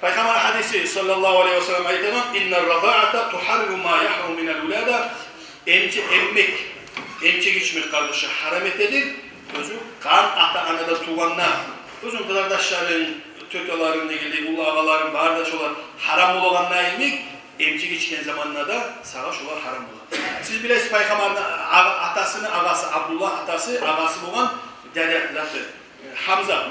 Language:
Kumyk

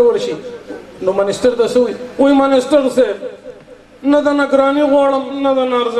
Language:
Pashto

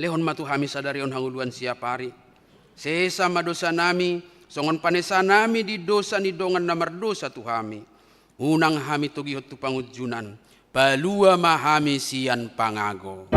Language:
Batak Toba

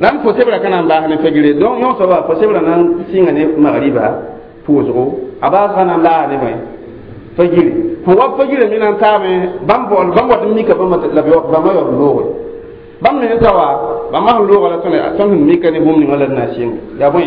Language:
Mossi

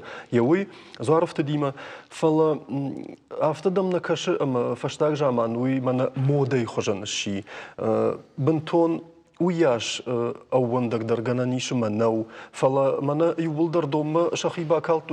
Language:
Ossetic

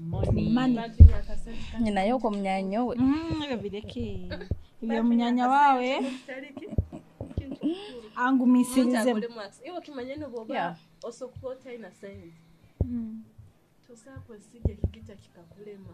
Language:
Nyoro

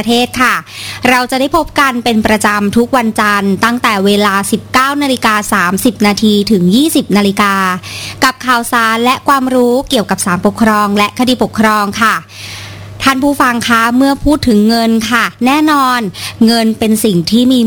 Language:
Thai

